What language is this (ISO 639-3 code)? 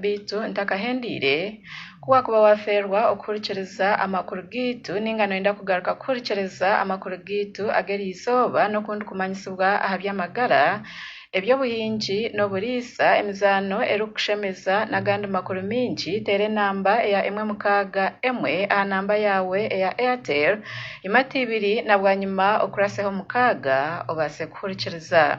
nyn